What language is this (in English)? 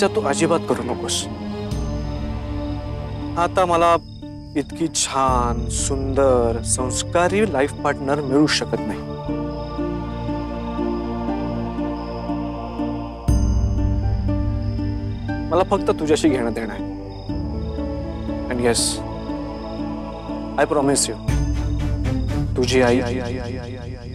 Marathi